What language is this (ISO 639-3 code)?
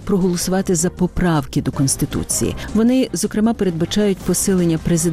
ukr